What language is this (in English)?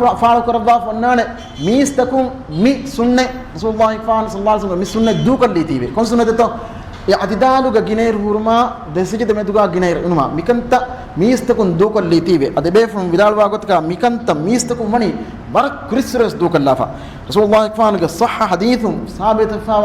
Divehi